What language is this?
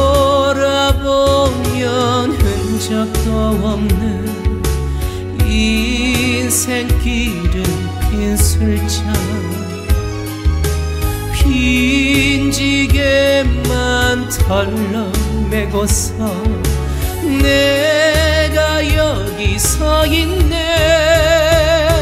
Korean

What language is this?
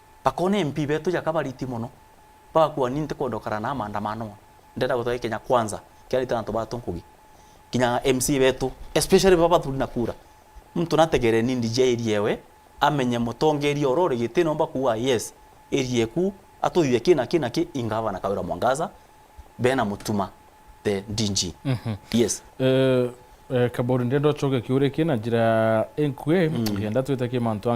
Meru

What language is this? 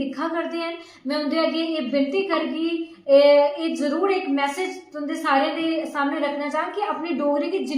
Dogri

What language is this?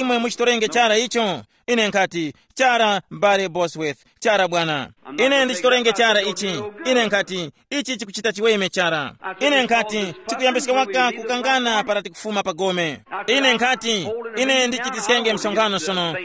Tumbuka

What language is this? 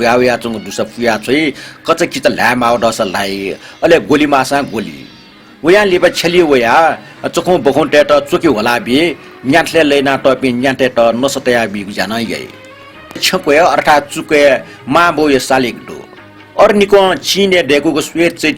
Newari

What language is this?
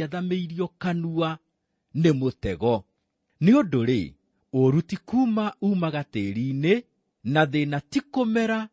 Kikuyu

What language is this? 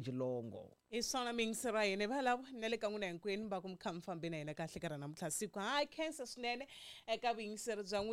Tsonga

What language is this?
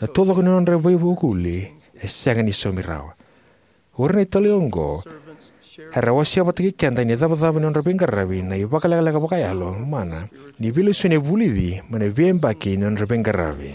Fijian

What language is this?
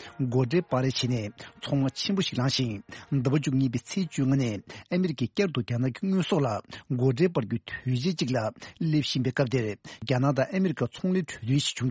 Tibetan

